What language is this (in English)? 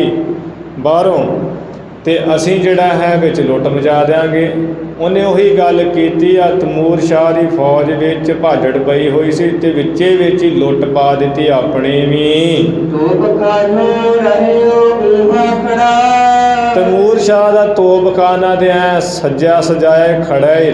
Punjabi